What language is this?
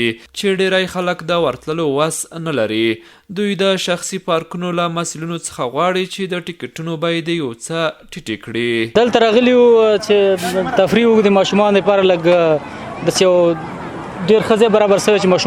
Pashto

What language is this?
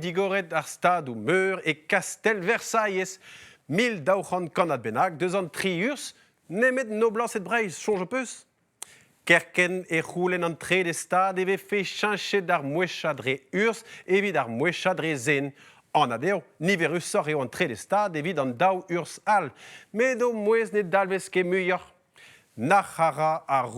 Breton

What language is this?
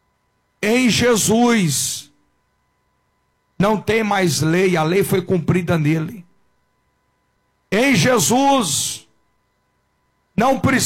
Portuguese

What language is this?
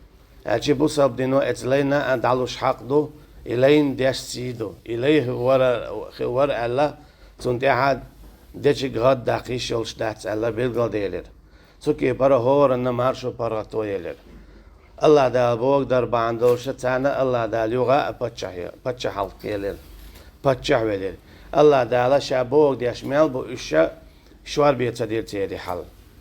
Chechen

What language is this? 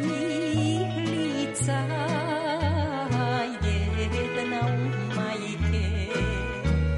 Serbian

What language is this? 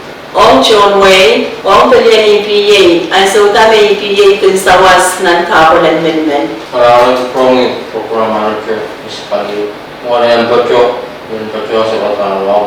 Pohnpeian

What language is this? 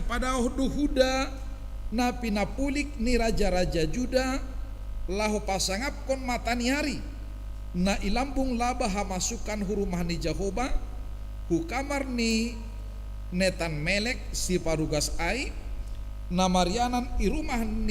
Batak Simalungun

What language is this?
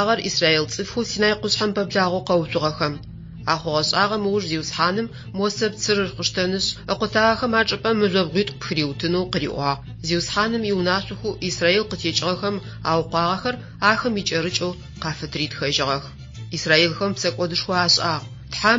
Adyghe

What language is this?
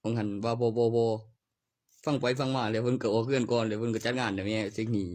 Northeastern Thai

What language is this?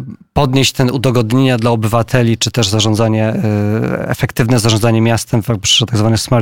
Polish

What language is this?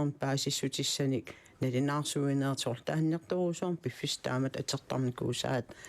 Kalaallisut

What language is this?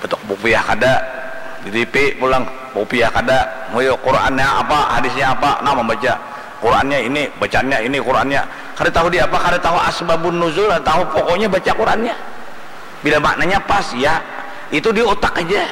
Banjar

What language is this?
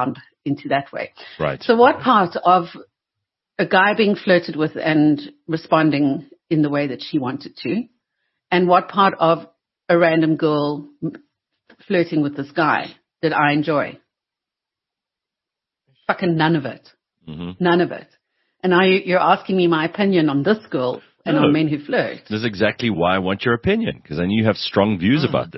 English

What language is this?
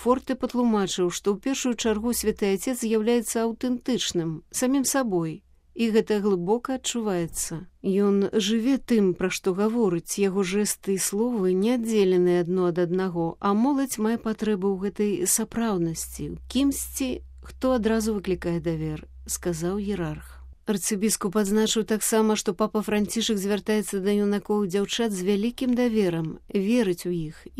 Belarusian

